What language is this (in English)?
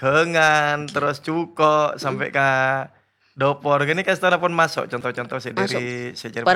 Madurese